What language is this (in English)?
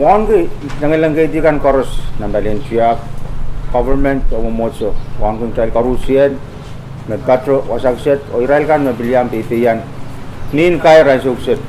Pohnpeian